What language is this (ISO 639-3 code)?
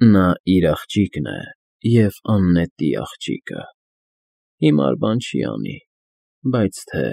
hye